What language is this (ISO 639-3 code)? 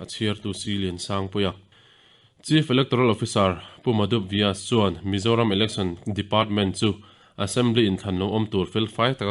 lus